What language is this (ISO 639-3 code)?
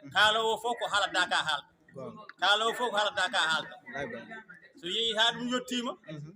ful